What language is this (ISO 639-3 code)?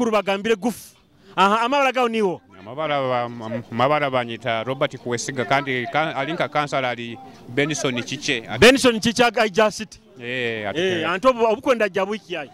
nyo